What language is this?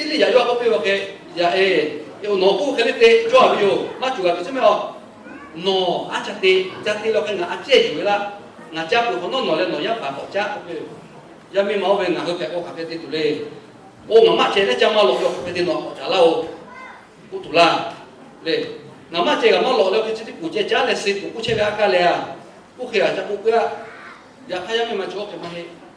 Lahu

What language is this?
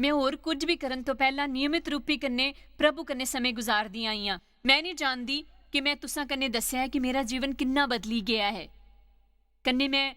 Dogri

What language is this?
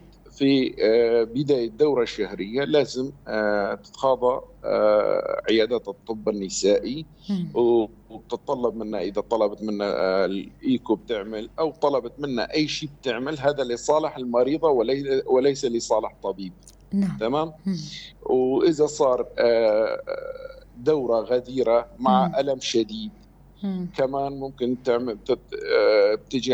North Levantine Arabic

